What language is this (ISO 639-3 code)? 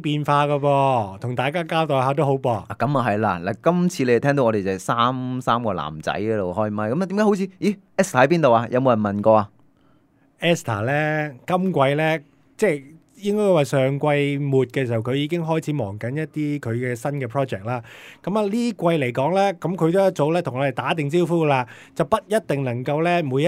yue